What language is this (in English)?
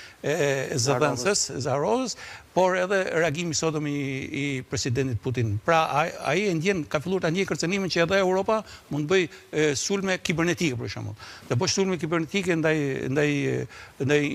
Albanian